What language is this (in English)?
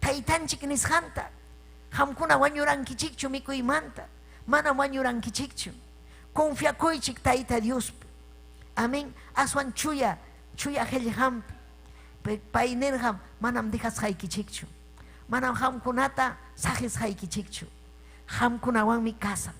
Ayacucho Quechua